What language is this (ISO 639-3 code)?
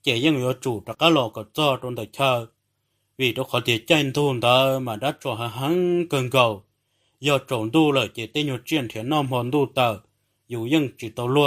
hmn